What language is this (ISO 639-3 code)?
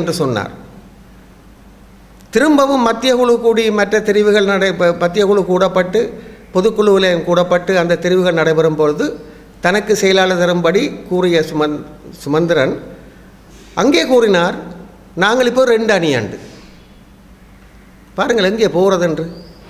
tam